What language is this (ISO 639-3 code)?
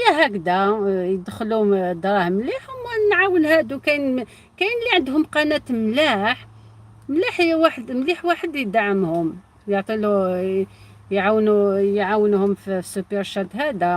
arq